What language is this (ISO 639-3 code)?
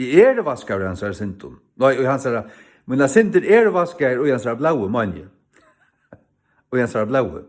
fao